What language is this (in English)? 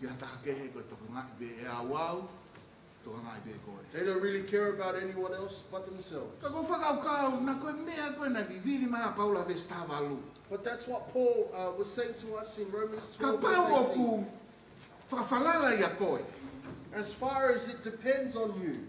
Tongan